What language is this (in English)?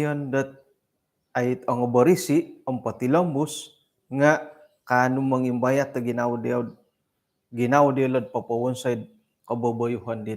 Central Dusun